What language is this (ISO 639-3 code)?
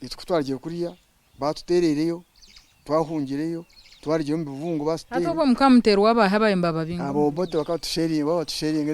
nyn